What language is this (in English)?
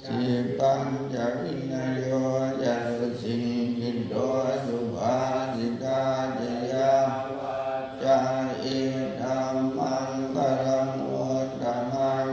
Pali